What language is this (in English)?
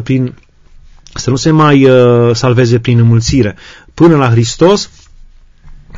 Romanian